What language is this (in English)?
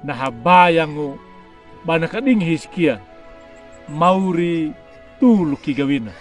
Anakalangu